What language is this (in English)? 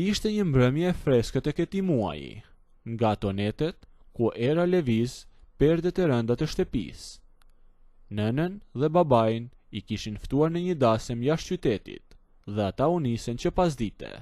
Albanian